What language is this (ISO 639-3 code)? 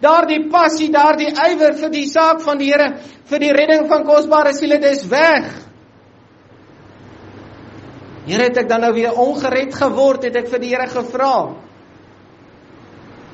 afr